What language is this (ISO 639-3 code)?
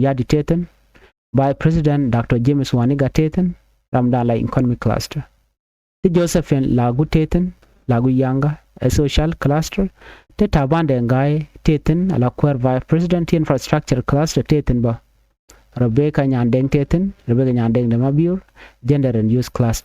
nus